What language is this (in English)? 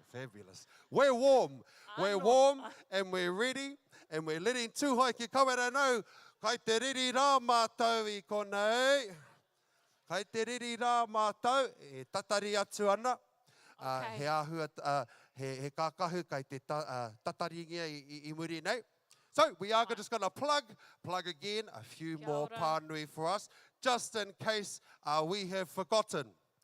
Māori